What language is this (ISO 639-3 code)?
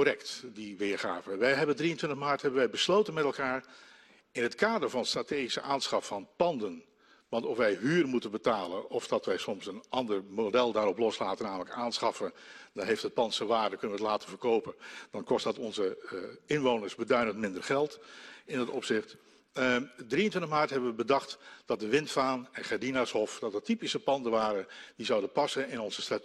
nld